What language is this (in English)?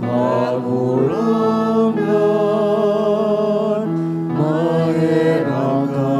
Bikol